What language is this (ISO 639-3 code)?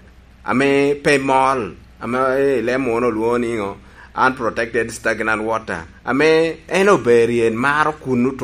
laj